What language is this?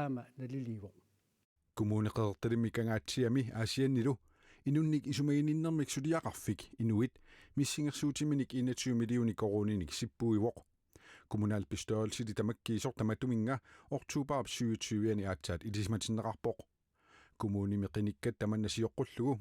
Kalaallisut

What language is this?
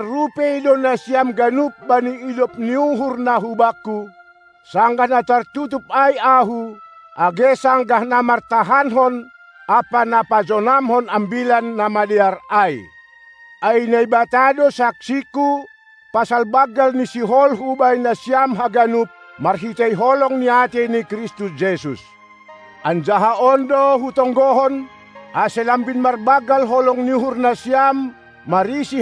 Batak Simalungun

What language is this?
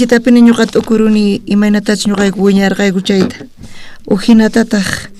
South Bolivian Quechua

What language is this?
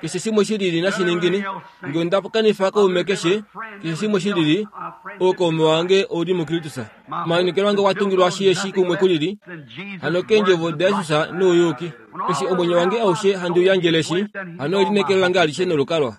Kuanyama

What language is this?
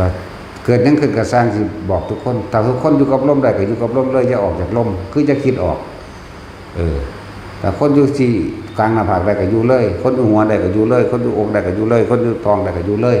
Northeastern Thai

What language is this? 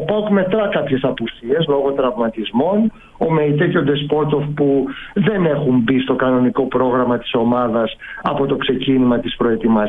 Greek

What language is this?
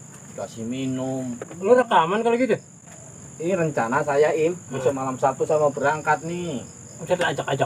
Betawi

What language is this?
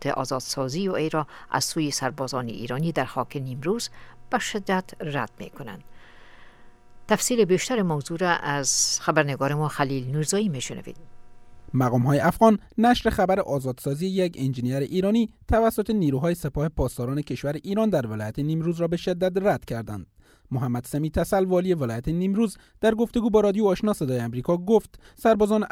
Persian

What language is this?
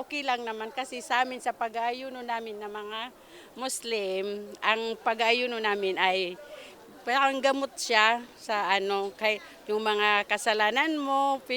Bikol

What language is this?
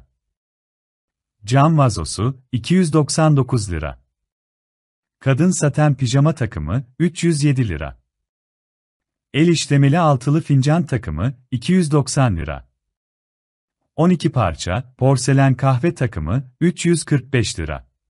Turkish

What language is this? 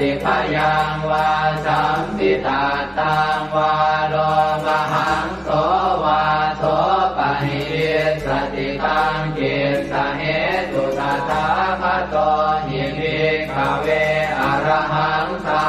Pali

